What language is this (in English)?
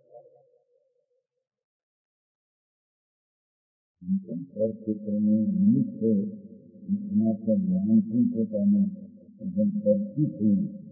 Gujarati